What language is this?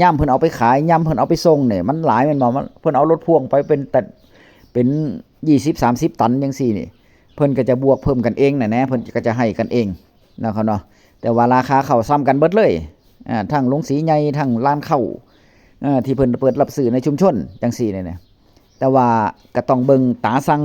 Northeastern Thai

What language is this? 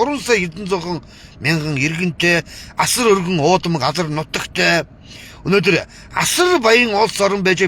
Mongolian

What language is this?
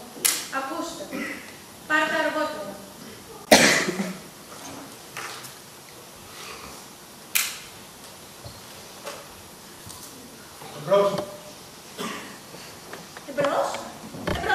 Greek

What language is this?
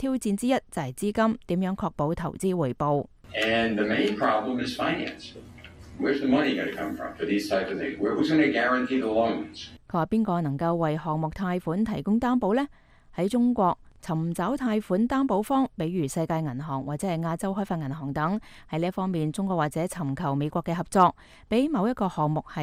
Cantonese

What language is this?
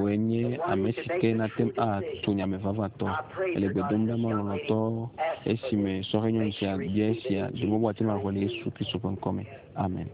Ewe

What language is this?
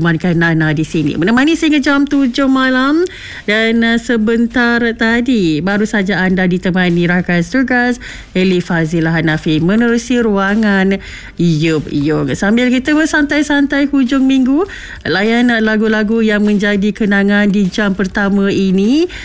Malay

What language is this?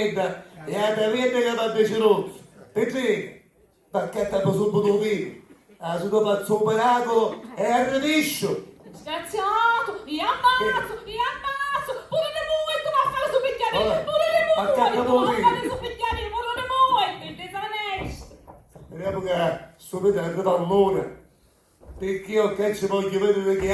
Sicilian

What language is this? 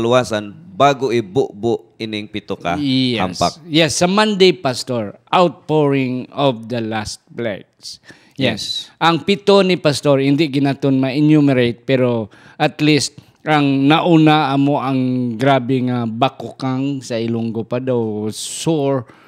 Hiligaynon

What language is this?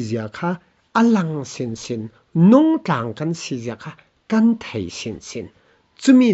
Falam Chin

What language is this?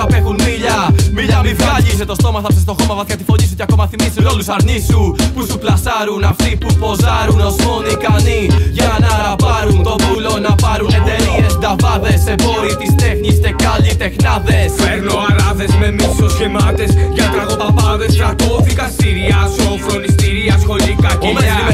Greek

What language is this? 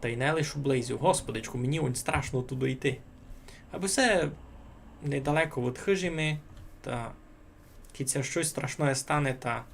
Rusyn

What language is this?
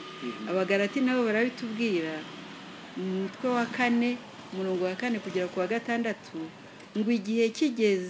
Kinyarwanda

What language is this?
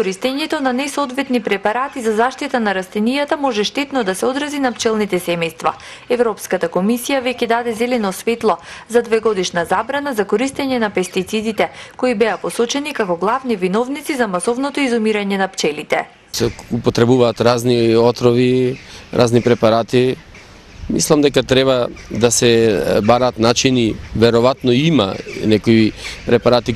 Macedonian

